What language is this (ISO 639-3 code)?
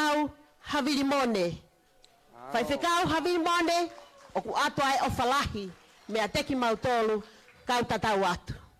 ton